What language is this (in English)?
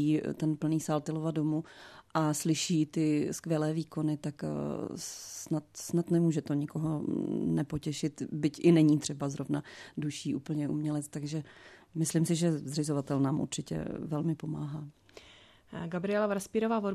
Czech